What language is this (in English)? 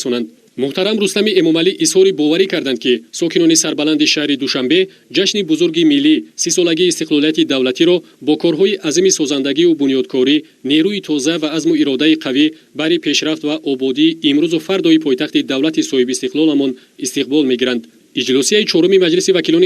Tajik